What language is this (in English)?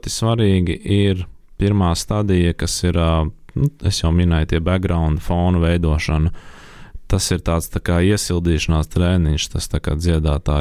Latvian